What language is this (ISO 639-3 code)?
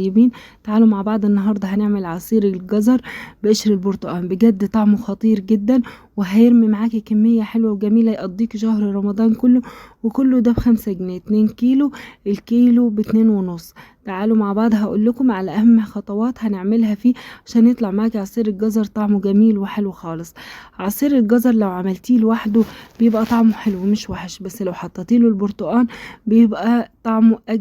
arz